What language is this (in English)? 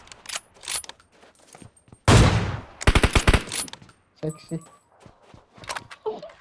Kannada